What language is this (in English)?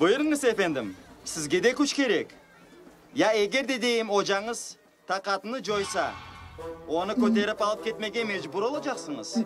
Crimean Tatar